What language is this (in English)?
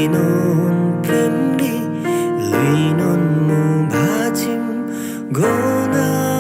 Eastern Tamang